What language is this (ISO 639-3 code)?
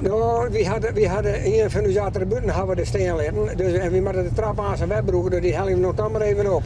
fry